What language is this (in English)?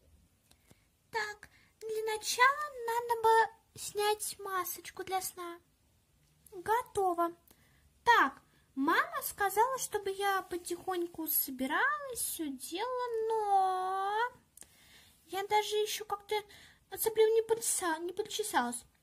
Russian